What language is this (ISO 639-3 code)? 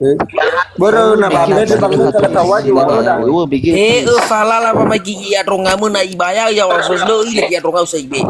nia